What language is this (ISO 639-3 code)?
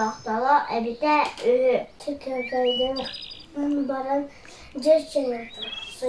sah